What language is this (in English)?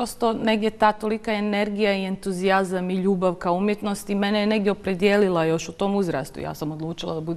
Bosnian